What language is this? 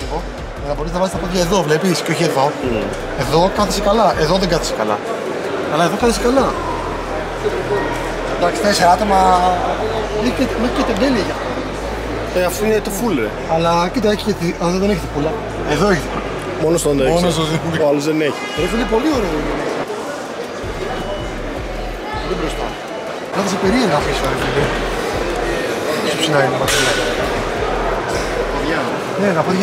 Greek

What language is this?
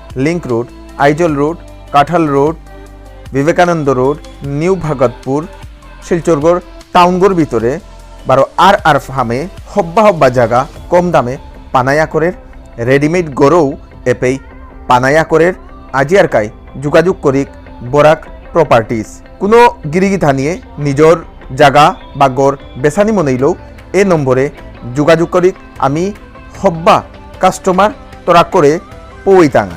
Bishnupriya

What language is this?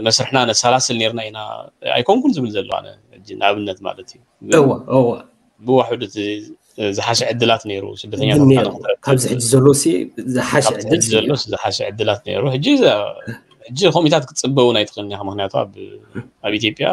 Tigrinya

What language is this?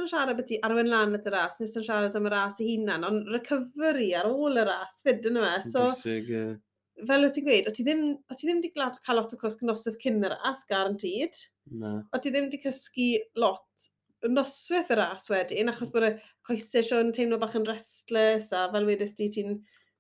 Welsh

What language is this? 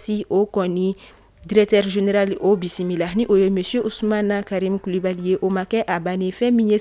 Bambara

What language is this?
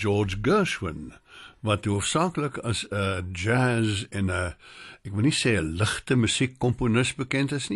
Afrikaans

